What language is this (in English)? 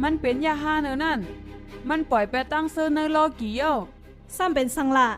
Shan